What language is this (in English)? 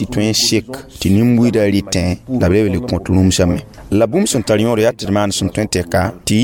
Mossi